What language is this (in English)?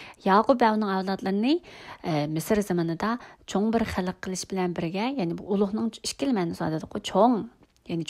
Uyghur